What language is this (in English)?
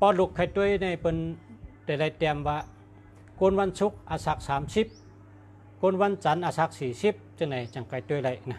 Shan